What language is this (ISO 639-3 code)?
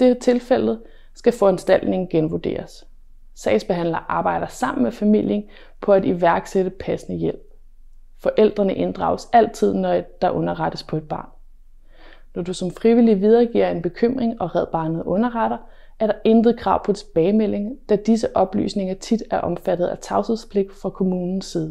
dan